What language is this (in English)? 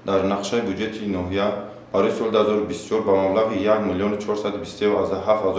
Tajik